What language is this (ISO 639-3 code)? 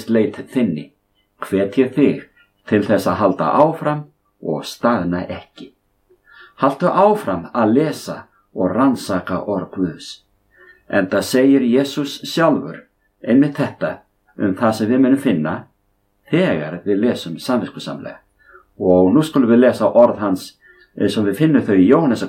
isl